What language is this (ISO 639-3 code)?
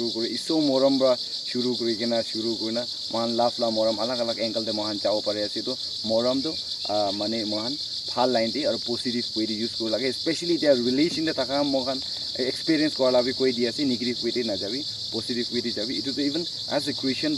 nag